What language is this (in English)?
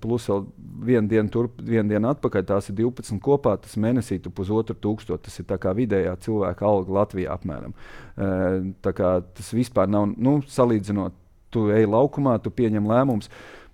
Latvian